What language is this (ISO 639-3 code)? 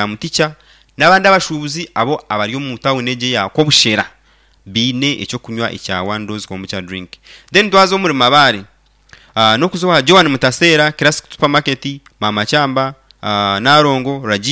nyn